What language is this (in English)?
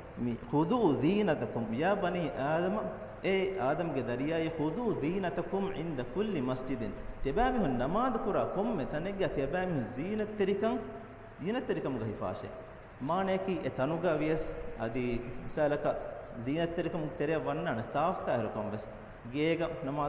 Divehi